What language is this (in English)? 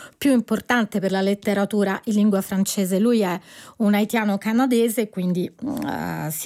Italian